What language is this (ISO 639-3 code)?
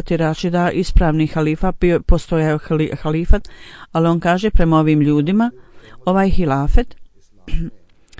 bos